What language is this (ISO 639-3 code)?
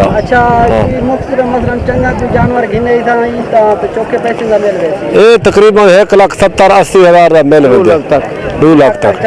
skr